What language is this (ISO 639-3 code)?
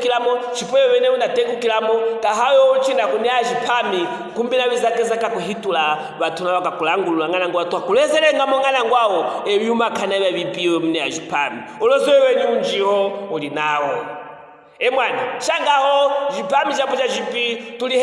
lue